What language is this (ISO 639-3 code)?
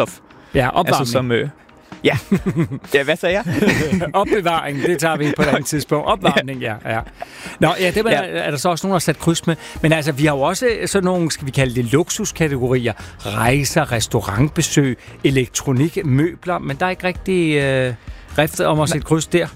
dan